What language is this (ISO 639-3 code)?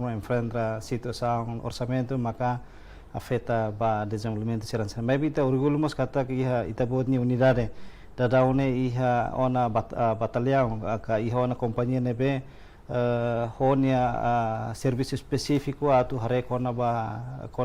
tet